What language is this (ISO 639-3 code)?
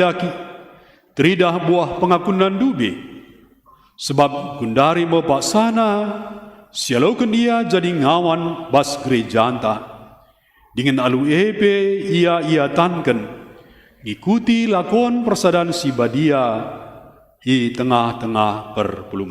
btx